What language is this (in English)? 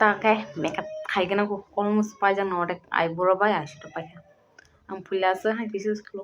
Kok Borok